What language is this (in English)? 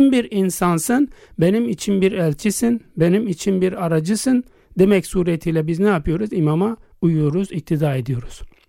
Turkish